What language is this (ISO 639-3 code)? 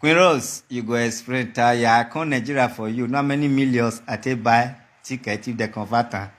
pcm